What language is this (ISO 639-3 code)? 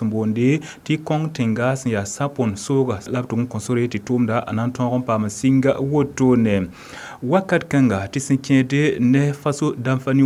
mos